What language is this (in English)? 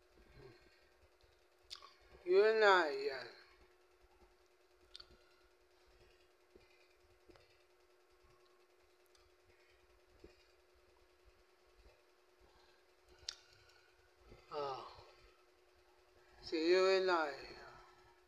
Filipino